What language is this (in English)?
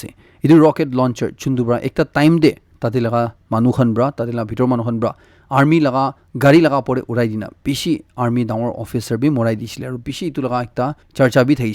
Naga Pidgin